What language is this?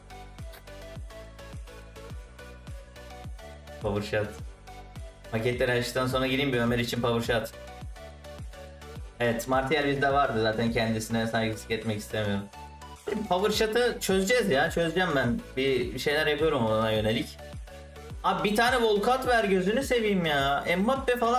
Turkish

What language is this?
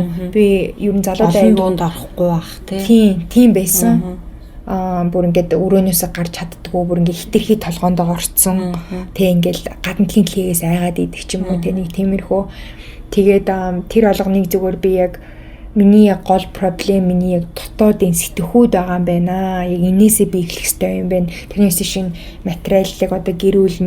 Mongolian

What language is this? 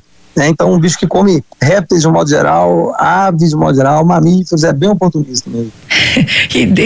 Portuguese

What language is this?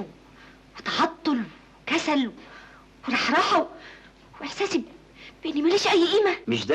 Egyptian Arabic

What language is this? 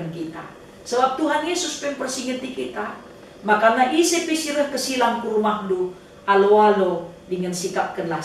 Batak Karo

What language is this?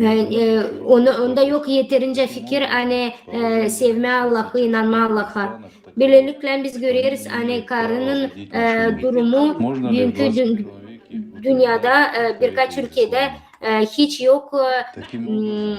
Gagauz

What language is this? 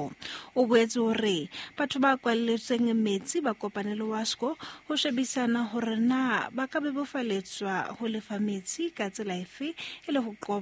Southern Sotho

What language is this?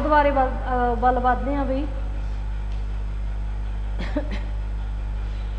Punjabi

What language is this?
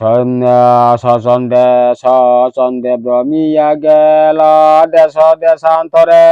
Kok Borok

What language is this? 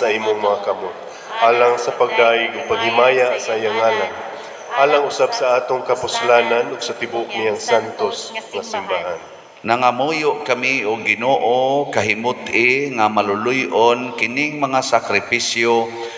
Cebuano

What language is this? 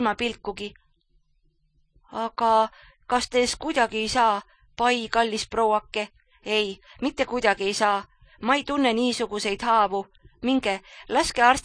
Estonian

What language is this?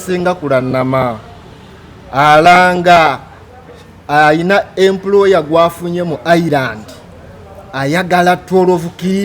Ganda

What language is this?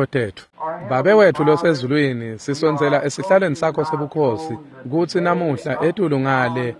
Swati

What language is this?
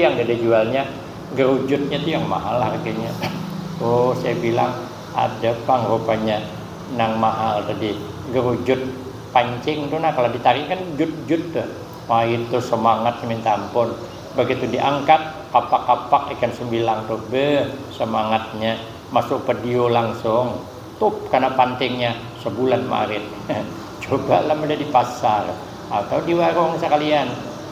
Banjar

